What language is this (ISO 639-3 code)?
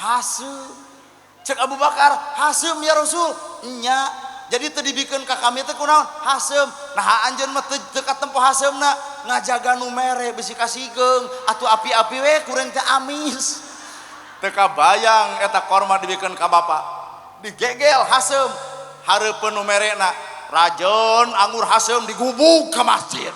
sun